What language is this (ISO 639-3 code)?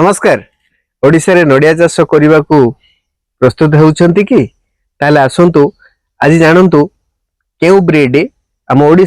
ori